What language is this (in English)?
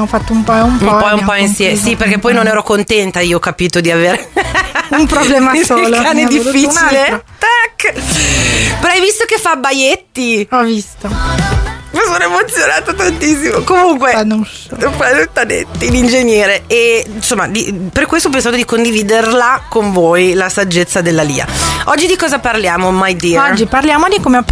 Italian